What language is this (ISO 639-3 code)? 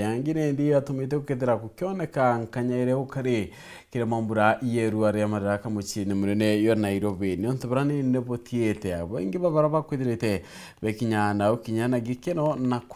mer